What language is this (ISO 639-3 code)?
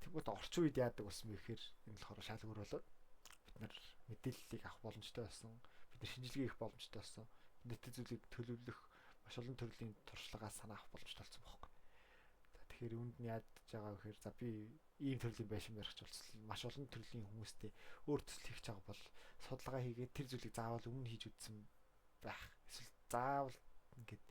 mon